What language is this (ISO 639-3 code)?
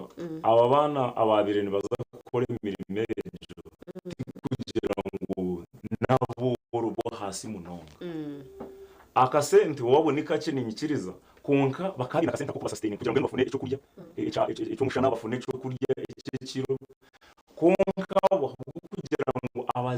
nyn